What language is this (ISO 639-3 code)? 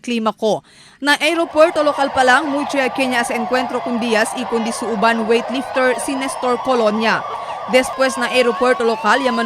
cbk